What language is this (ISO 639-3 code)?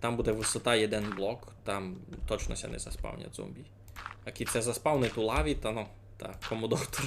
rue